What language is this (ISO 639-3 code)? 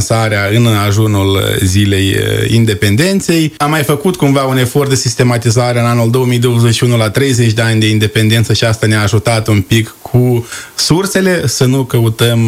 ron